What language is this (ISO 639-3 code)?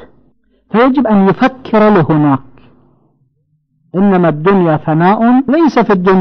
ara